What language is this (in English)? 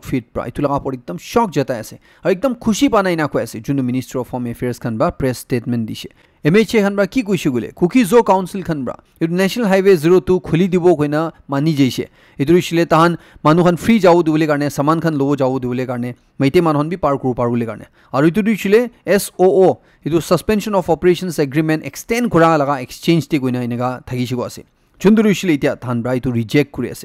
Naga Pidgin